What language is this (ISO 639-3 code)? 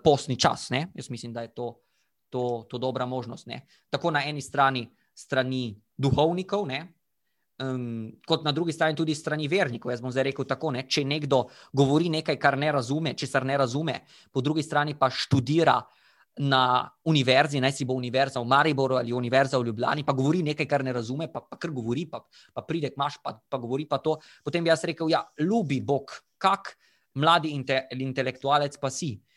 slv